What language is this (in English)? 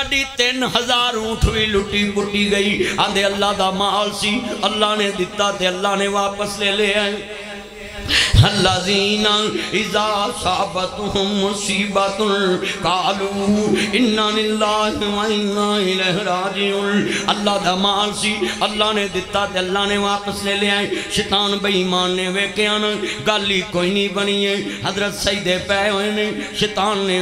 Western Panjabi